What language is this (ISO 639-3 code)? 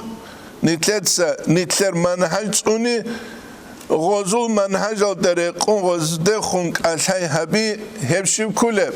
ava